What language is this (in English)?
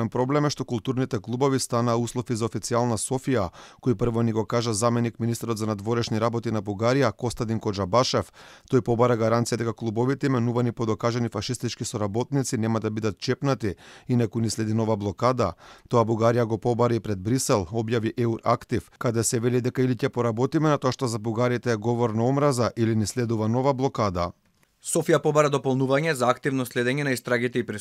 Macedonian